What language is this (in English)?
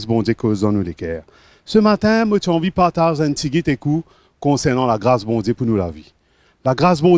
Morisyen